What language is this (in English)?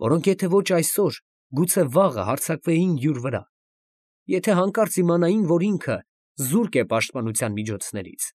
Armenian